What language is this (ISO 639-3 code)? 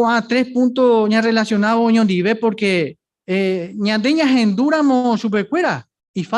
grn